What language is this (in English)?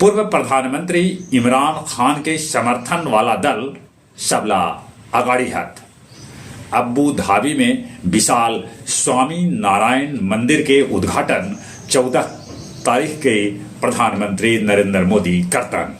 Magahi